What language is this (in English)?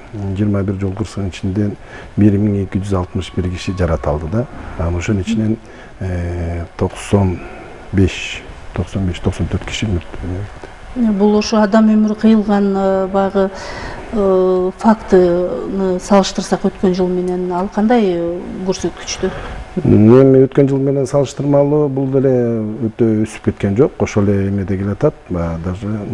Kyrgyz